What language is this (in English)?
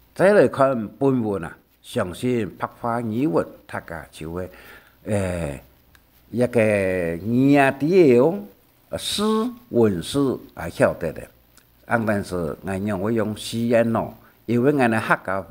Hakka Chinese